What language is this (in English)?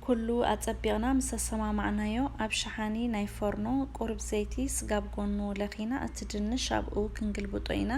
Tigrinya